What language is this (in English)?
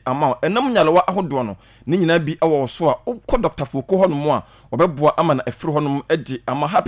Akan